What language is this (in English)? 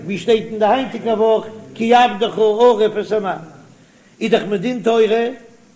Yiddish